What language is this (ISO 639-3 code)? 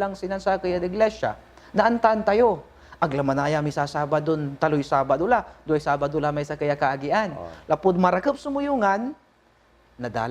pag